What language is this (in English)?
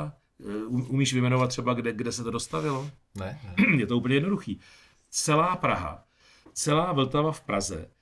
Czech